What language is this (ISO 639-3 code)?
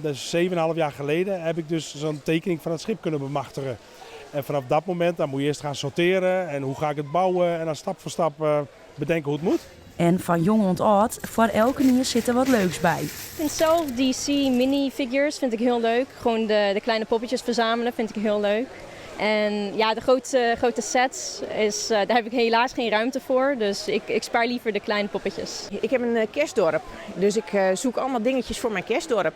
fry